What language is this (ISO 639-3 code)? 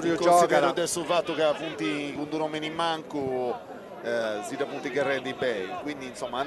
srd